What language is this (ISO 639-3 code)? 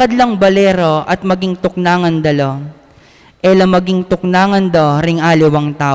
pam